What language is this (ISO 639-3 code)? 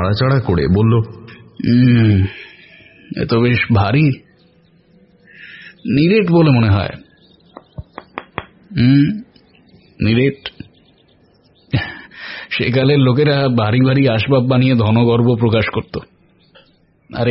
ben